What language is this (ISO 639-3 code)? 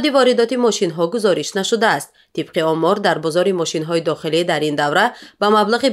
tgk